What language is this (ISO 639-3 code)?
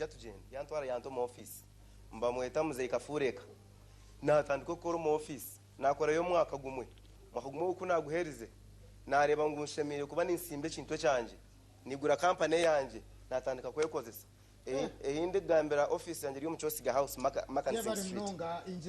nyn